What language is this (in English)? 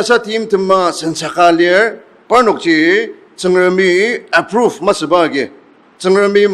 Ao Naga